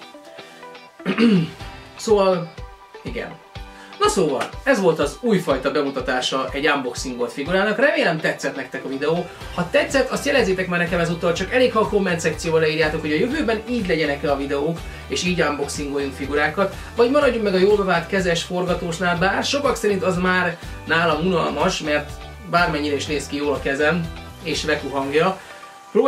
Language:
Hungarian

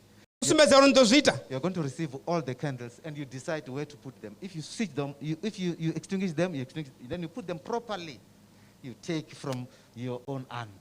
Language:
Venda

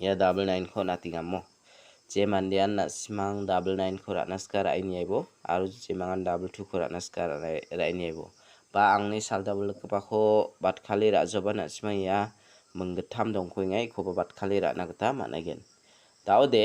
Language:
Garo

